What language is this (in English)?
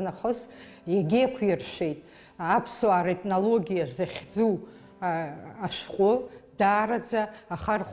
Abkhazian